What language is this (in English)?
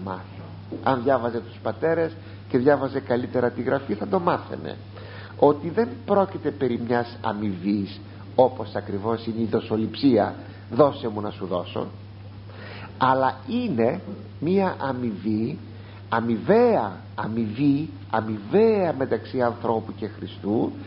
Greek